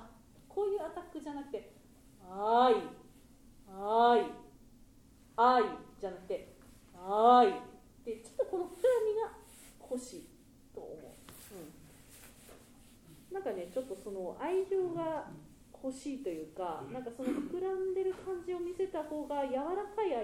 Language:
Japanese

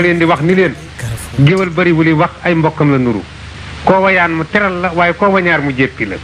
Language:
Wolof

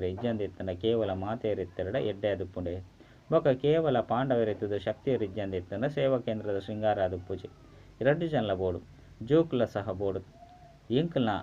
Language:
Tulu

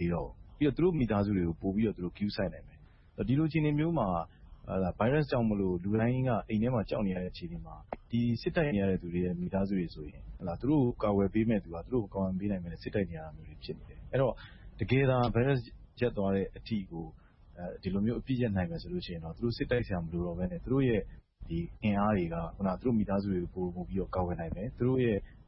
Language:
Burmese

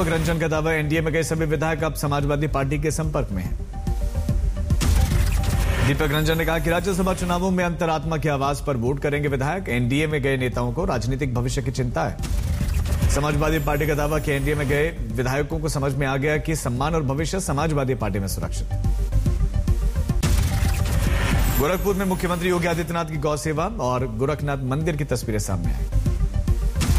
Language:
Hindi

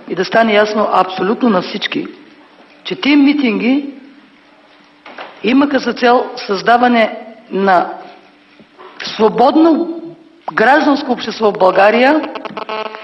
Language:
Bulgarian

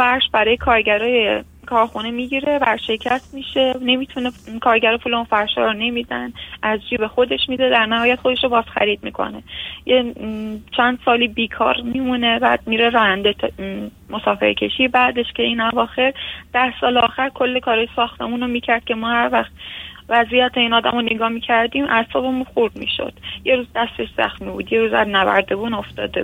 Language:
Persian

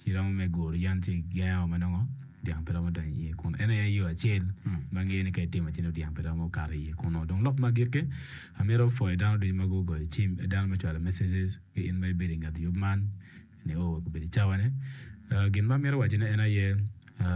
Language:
Acoli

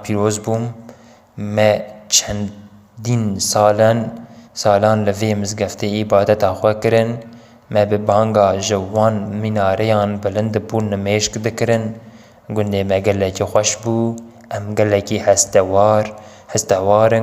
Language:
Kurdish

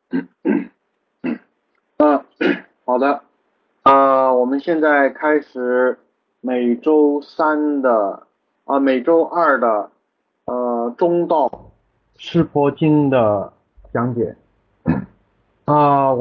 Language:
Chinese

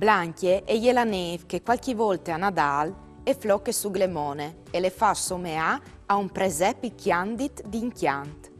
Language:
Friulian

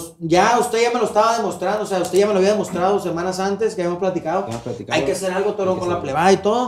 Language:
Spanish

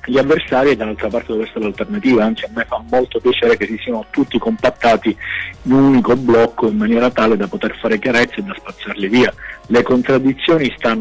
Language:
Italian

